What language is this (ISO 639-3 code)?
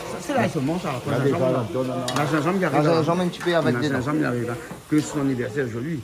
rcf